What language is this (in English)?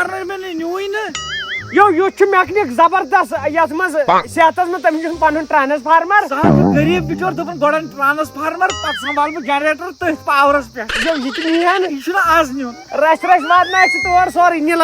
Kashmiri